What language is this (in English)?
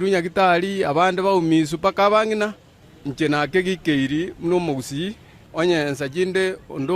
Gusii